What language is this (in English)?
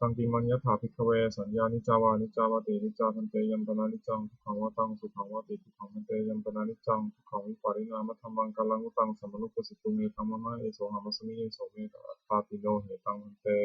Pali